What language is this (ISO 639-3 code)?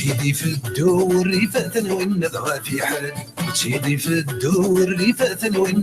kab